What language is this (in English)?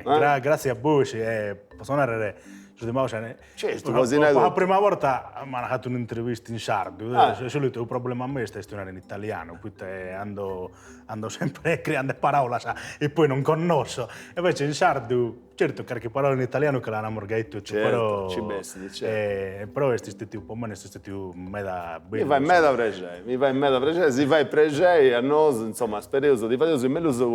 Sardinian